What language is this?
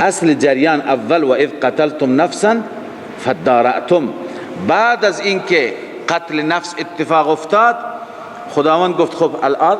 Persian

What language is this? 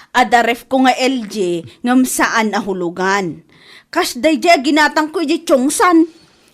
Iloko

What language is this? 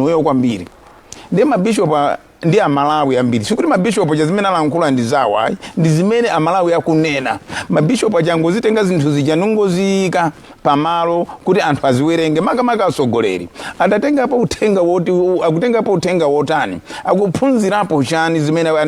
Nyanja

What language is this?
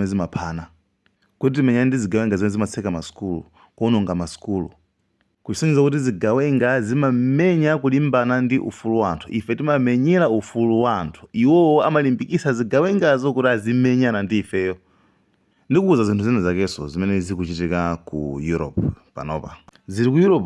Nyanja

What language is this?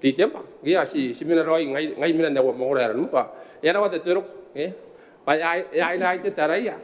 Gilbertese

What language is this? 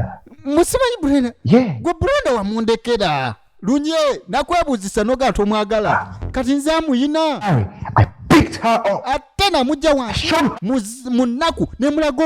Ganda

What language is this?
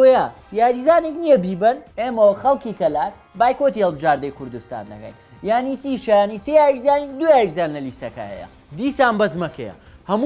Central Kurdish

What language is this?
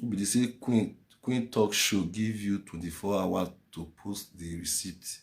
Nigerian Pidgin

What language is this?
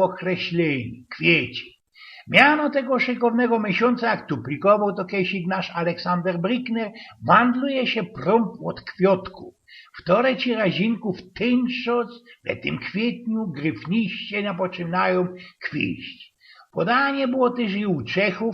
Silesian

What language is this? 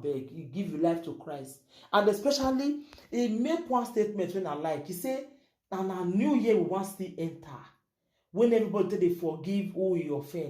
Nigerian Pidgin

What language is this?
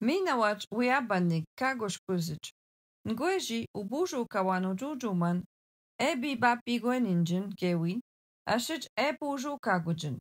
Algonquin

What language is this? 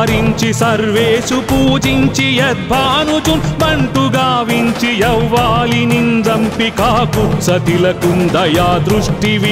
Telugu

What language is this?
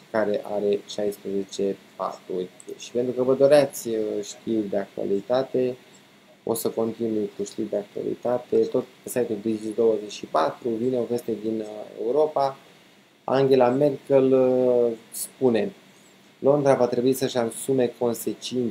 Romanian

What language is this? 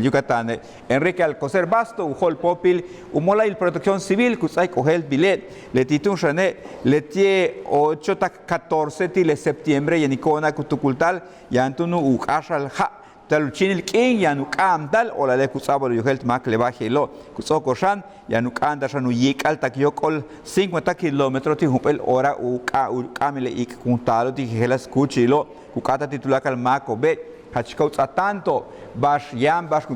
Yucateco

